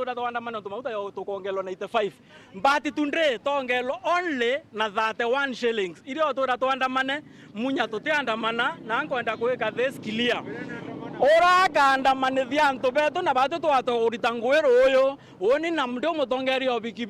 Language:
Meru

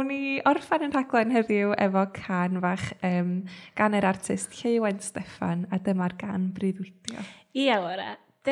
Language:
Welsh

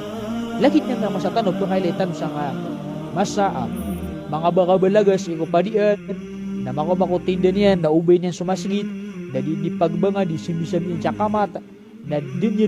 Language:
Maranao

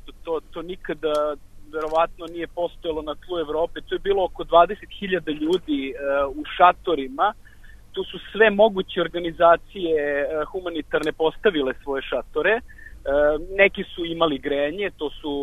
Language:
Serbian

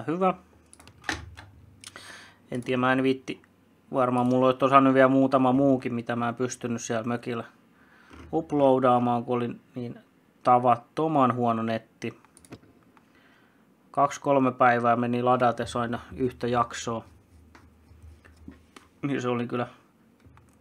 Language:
Finnish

